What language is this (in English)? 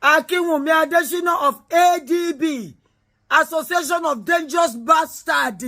Yoruba